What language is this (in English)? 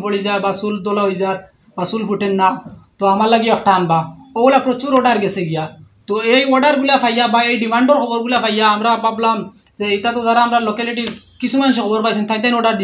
Sylheti